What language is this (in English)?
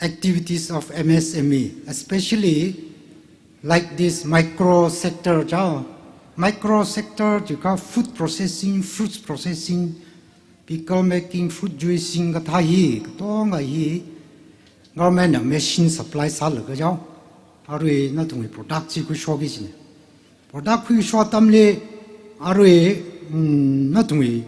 Tangkhul Naga (India)